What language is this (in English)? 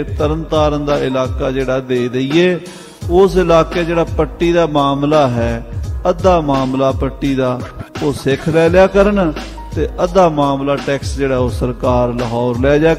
Punjabi